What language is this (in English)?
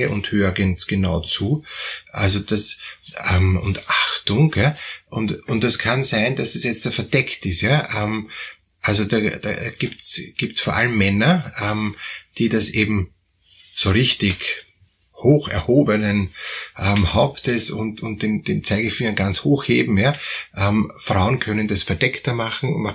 German